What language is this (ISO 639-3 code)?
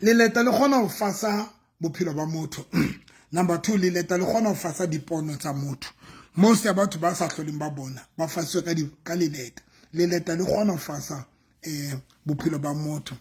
sot